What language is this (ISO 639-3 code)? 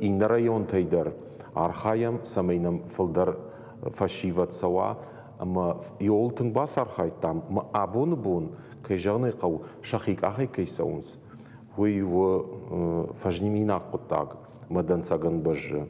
oss